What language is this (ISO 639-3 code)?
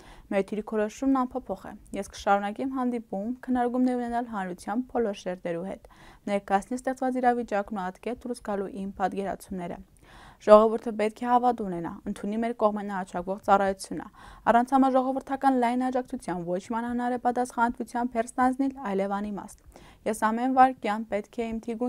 hye